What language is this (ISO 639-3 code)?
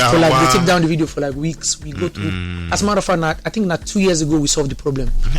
pcm